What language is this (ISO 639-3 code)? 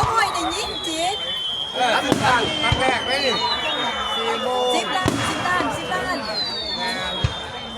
lao